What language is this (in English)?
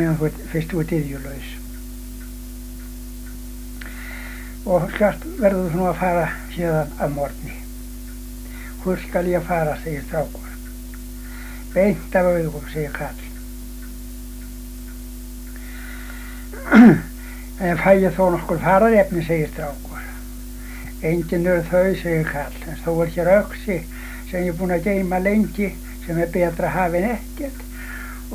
Icelandic